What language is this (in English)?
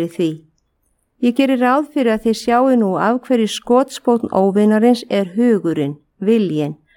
Icelandic